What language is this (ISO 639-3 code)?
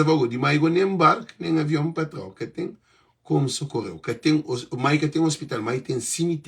kea